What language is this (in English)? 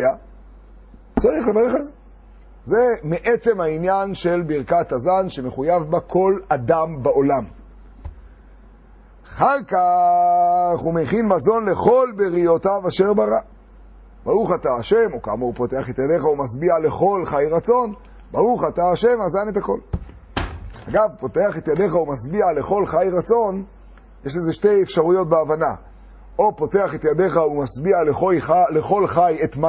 Hebrew